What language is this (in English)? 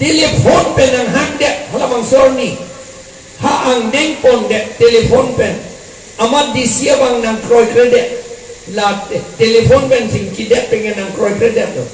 Karbi